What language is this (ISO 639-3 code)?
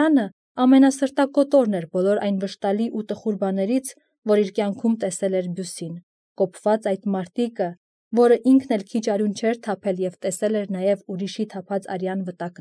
hye